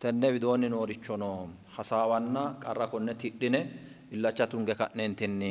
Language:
Sidamo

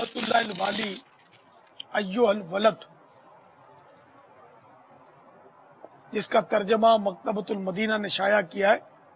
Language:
Urdu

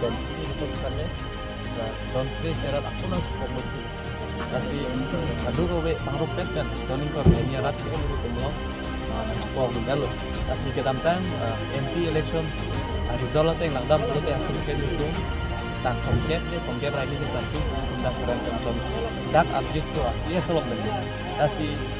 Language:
Karbi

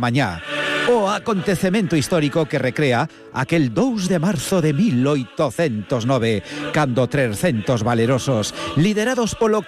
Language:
Galician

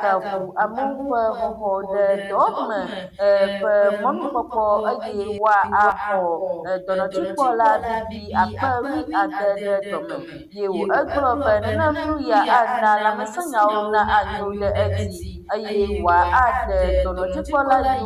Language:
Ewe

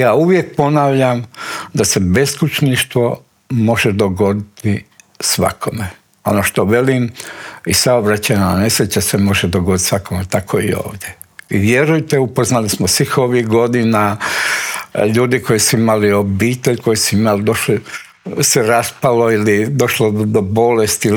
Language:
Croatian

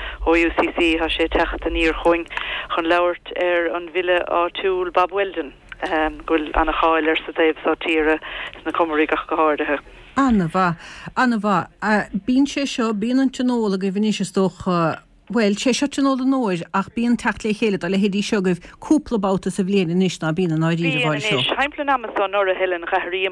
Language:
Irish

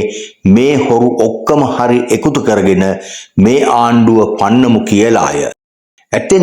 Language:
Sinhala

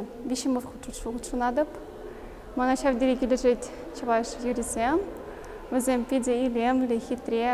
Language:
Chuvash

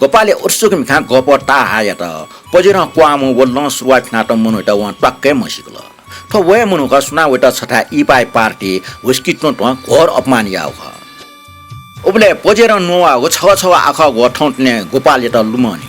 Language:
Newari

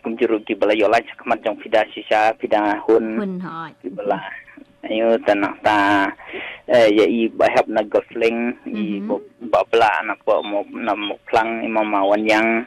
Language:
Khasi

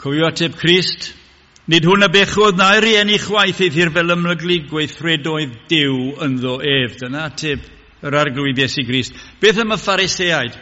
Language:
Welsh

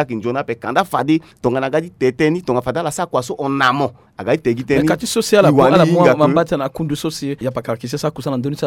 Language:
Sango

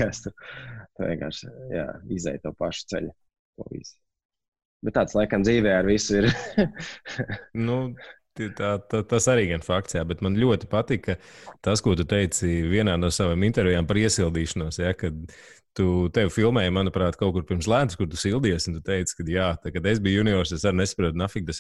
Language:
Latvian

